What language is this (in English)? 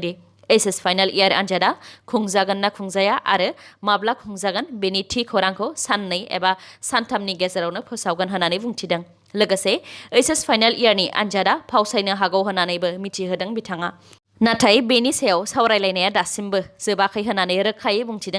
Bodo